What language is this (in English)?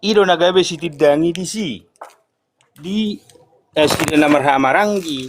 Batak Toba